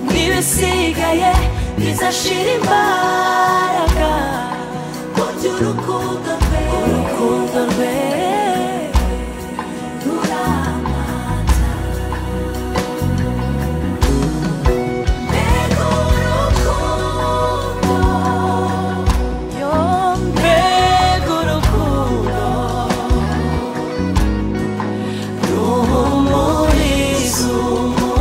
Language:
Kinyarwanda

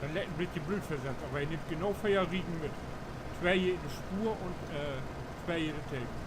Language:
Low German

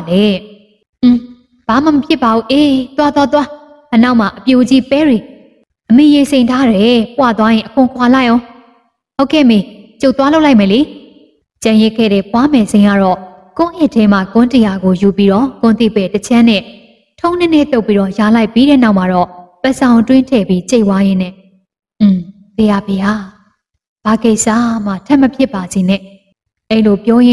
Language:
Burmese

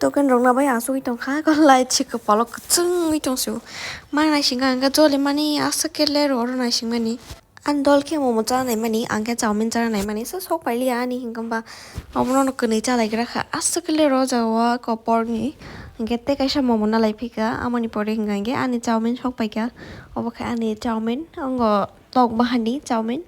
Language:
Kok Borok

